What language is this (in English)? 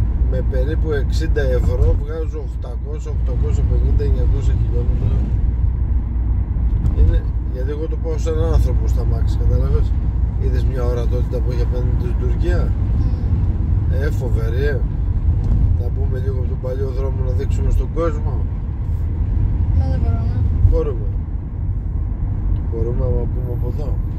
Greek